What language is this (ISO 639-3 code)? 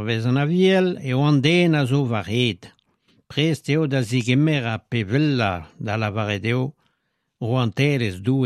bre